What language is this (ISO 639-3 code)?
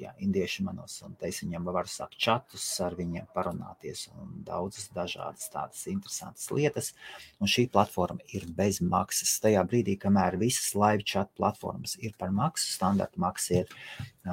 lav